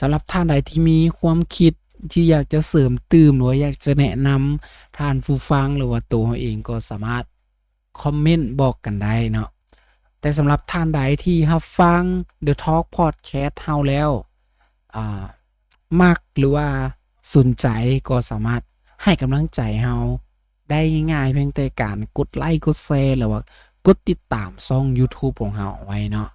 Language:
Lao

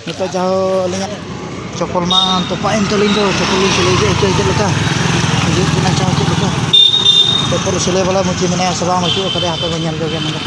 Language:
Santali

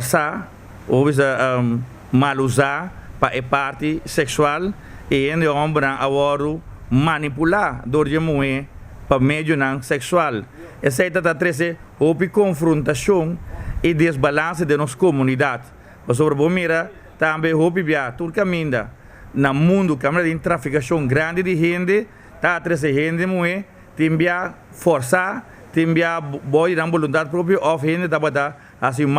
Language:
Papiamento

